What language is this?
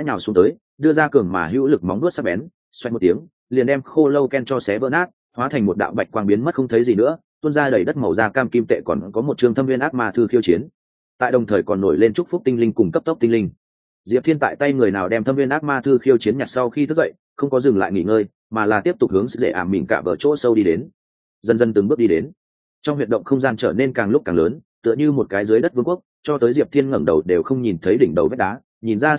Vietnamese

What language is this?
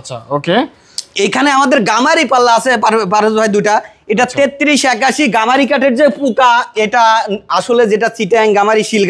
Bangla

